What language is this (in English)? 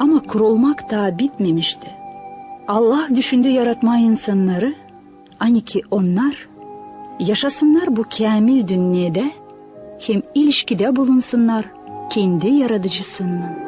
Gagauz